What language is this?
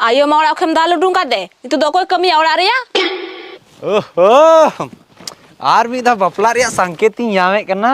Santali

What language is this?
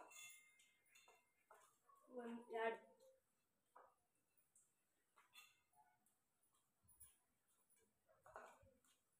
Kannada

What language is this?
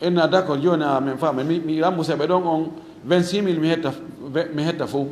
Fula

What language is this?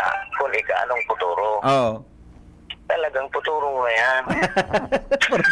Bikol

